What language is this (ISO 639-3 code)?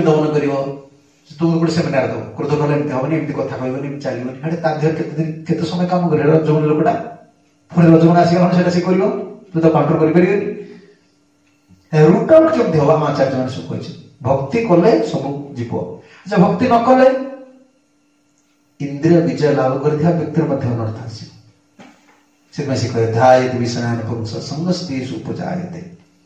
ori